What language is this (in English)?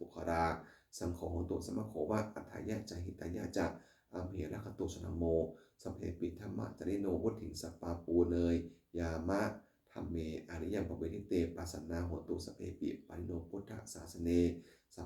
Pali